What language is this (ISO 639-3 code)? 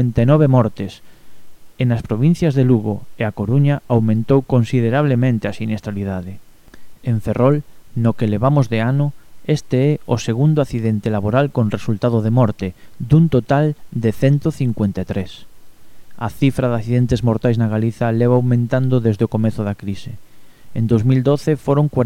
glg